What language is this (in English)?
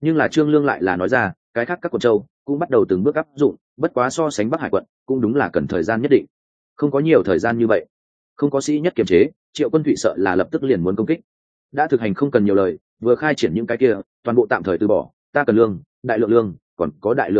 Vietnamese